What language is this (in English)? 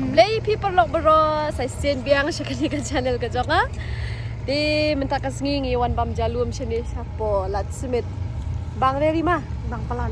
Khasi